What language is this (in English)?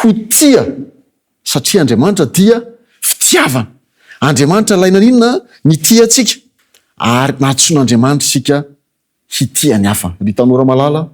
Malagasy